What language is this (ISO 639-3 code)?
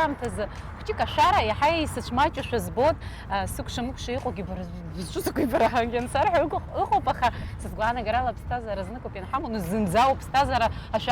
abk